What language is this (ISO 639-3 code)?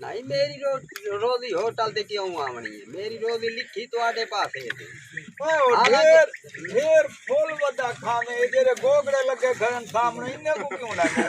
skr